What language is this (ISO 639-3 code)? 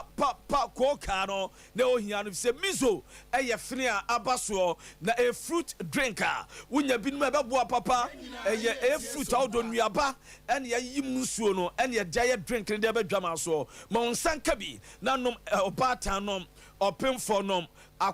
aka